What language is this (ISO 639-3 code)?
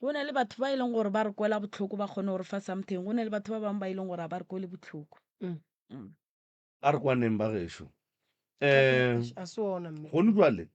nso